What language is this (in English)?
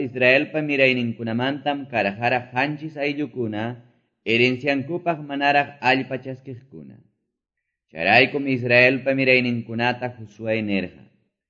Quechua